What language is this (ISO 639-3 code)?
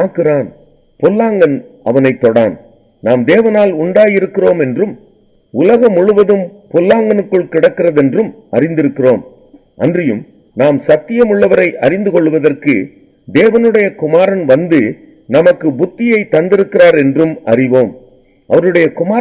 tam